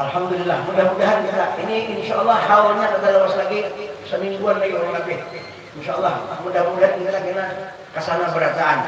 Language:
Banjar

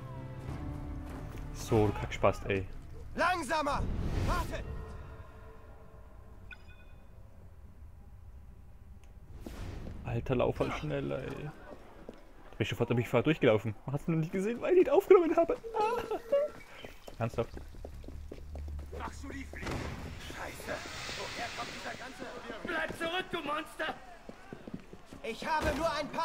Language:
German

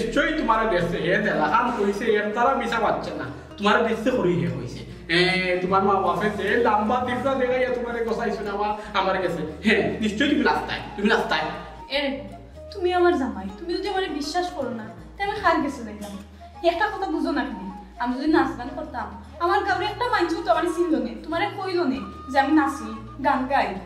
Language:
Sylheti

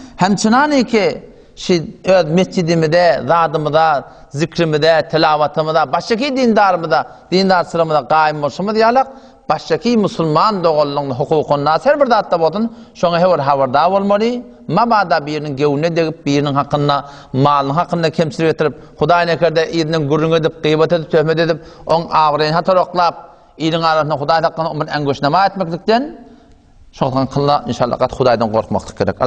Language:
Turkmen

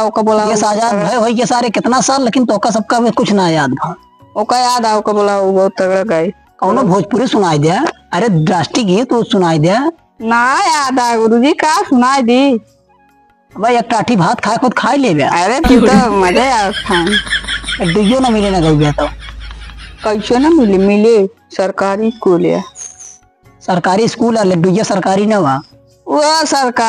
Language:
Awadhi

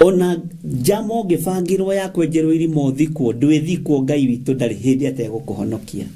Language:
Kikuyu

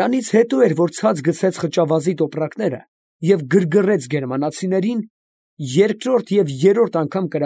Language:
Armenian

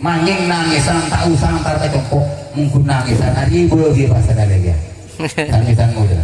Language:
Madurese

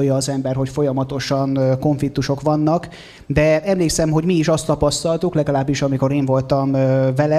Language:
Hungarian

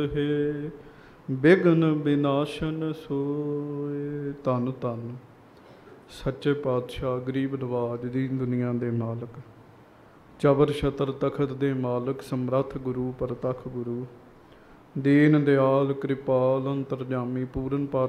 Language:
Punjabi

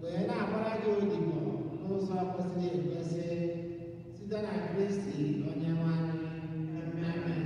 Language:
Igbo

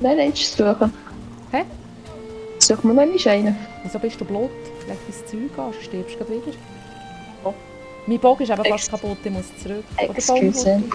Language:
Swiss German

